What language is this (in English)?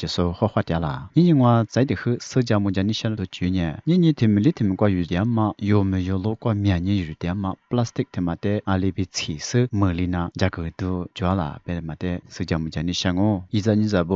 Lisu